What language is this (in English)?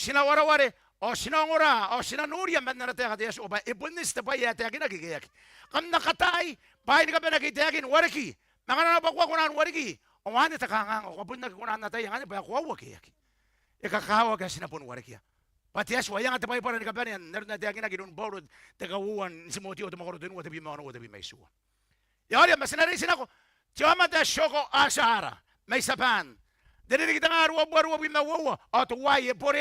Gilbertese